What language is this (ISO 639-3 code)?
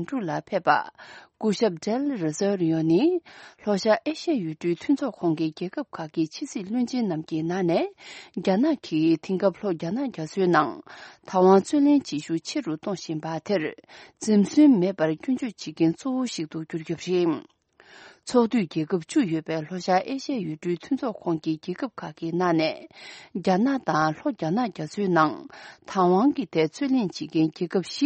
bod